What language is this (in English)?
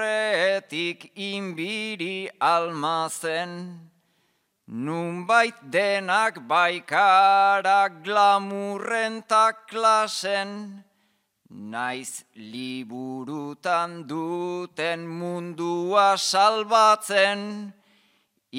Basque